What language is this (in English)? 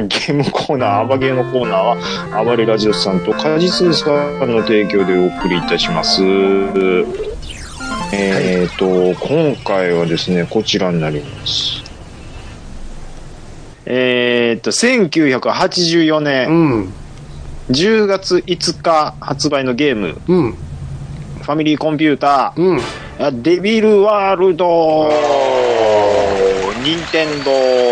Japanese